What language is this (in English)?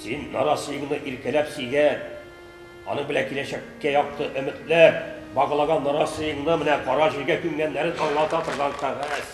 Tatar